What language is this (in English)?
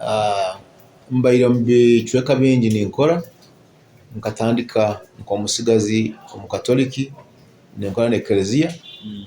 Nyoro